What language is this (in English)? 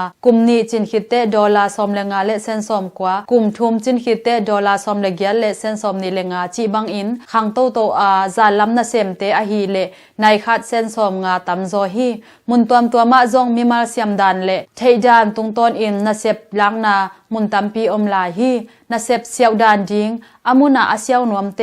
Tedim Chin